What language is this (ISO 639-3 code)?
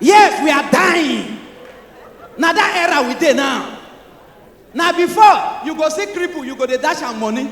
pcm